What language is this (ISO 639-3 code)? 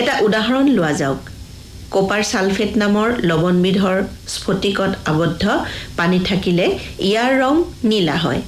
asm